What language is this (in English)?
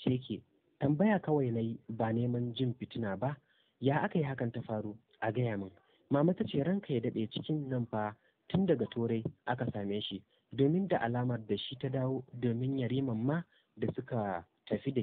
Hausa